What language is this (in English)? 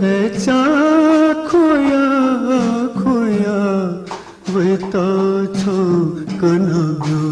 Newari